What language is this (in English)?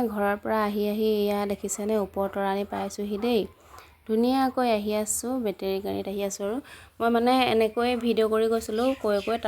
Assamese